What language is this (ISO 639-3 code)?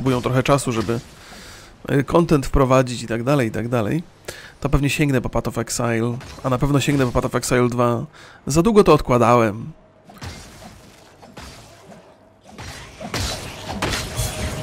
pol